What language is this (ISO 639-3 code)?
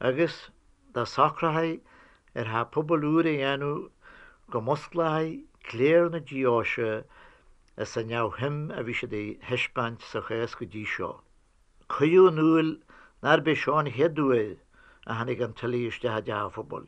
gle